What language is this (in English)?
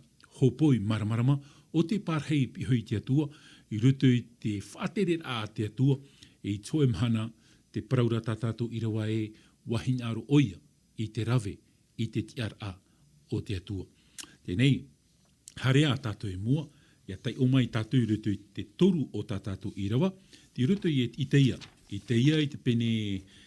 Tahitian